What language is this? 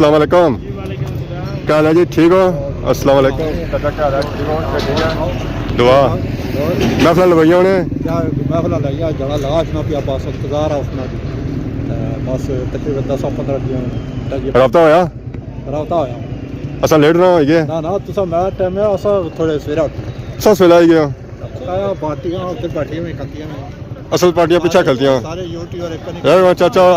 Pahari-Potwari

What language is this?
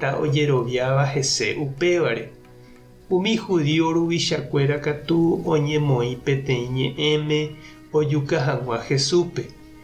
Guarani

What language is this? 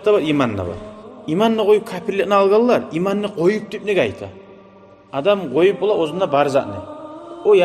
Kumyk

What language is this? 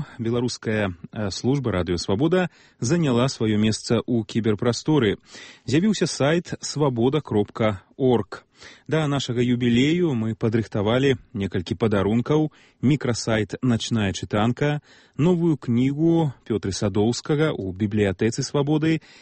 Belarusian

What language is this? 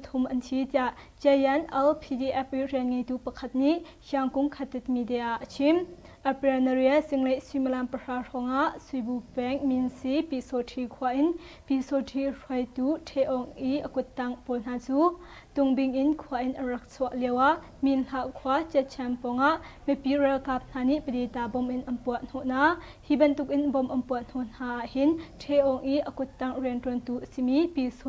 Hakha Chin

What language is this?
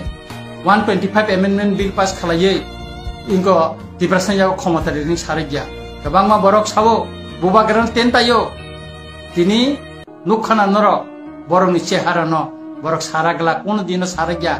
Kok Borok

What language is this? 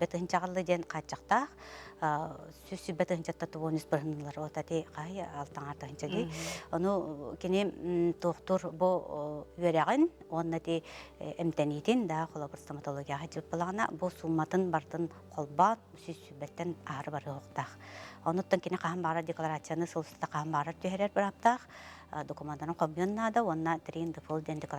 Yakut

